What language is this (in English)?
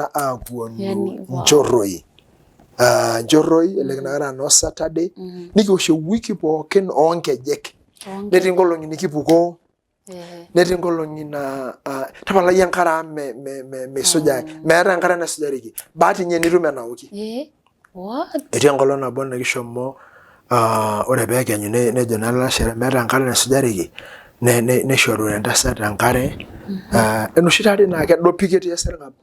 Masai